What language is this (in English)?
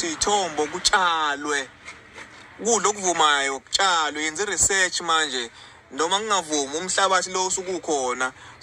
Zulu